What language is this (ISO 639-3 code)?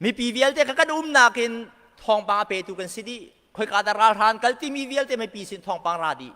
cnh